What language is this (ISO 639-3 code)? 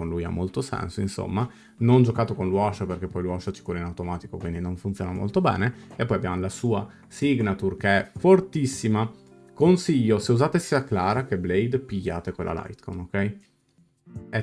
ita